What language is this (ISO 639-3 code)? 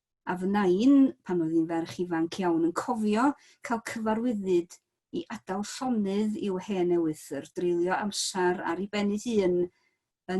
cym